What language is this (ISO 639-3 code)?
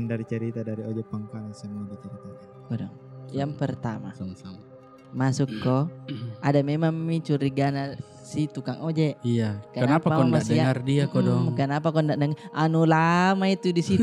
mfp